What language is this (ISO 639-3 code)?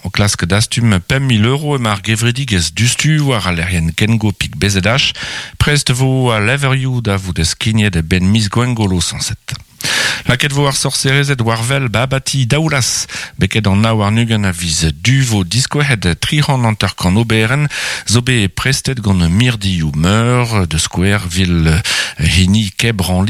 bre